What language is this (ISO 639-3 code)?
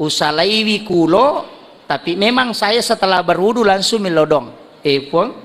bug